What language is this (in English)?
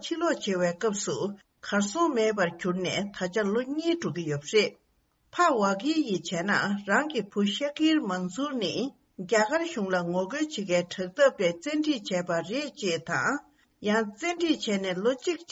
Tibetan